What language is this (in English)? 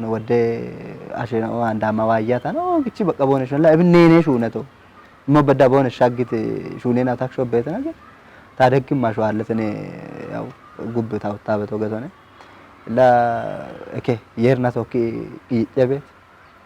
Kafa